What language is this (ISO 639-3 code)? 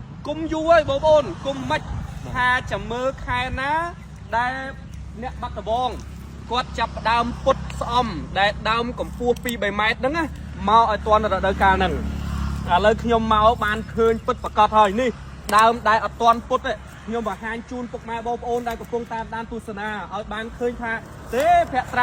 khm